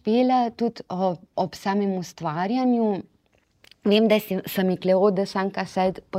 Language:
Slovenian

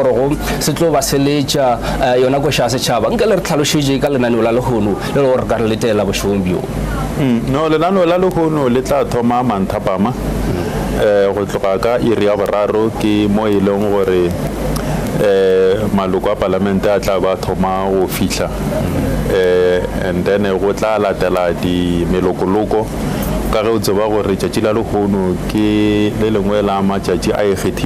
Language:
Northern Sotho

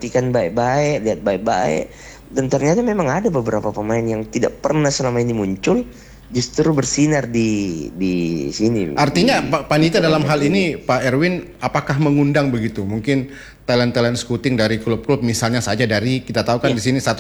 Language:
Indonesian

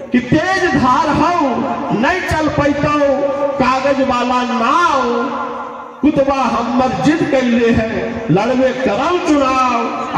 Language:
Magahi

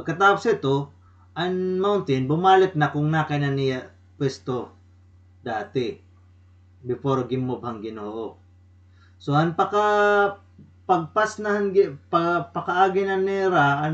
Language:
Waray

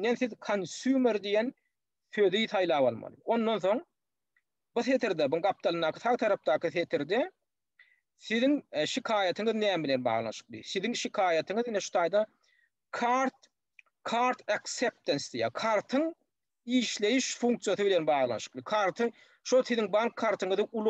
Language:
Turkmen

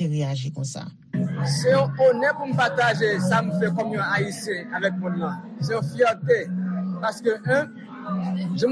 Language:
Haitian Creole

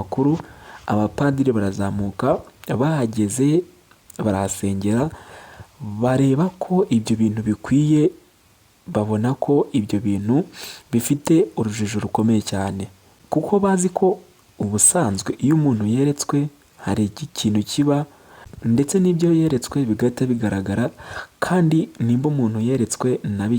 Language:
Kinyarwanda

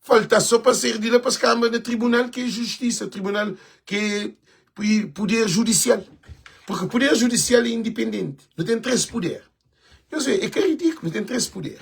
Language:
Kabuverdianu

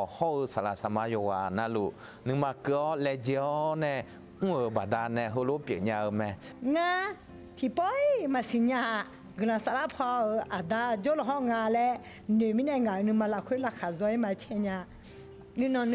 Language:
Akha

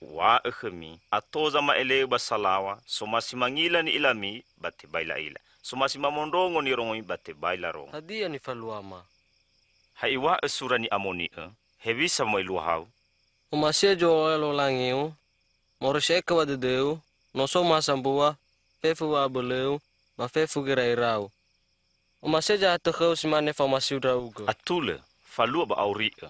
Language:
Nias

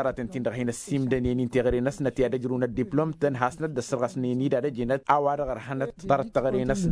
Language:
Tamasheq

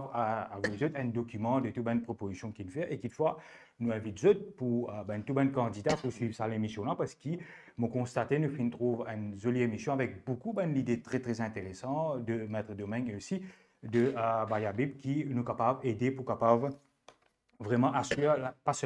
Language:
Morisyen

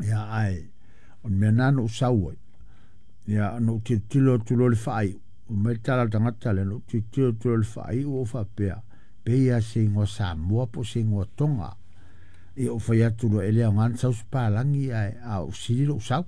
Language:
Samoan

